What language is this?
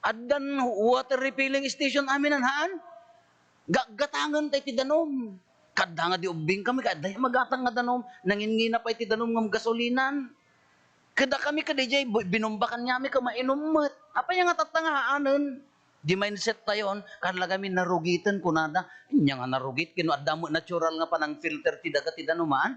Iloko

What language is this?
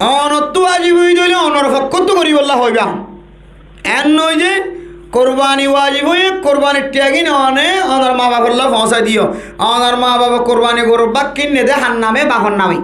Rohingya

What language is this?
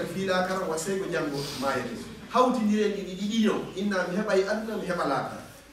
Fula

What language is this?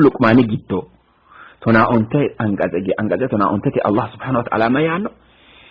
Sidamo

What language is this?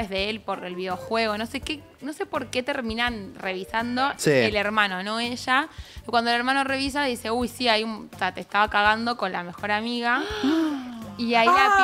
Spanish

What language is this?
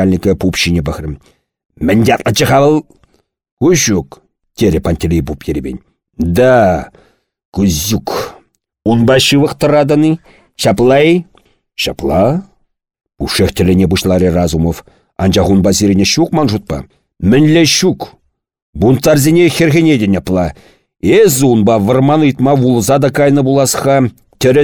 Chuvash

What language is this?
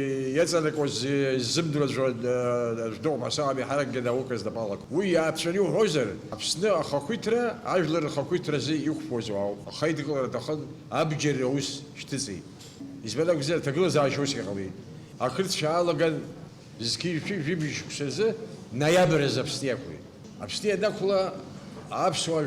Abkhazian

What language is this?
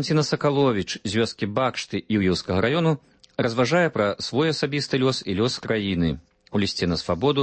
Belarusian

